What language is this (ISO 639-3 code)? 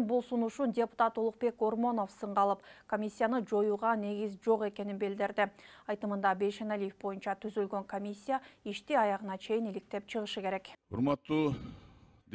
kir